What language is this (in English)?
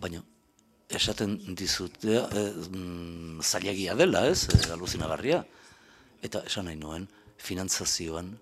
Basque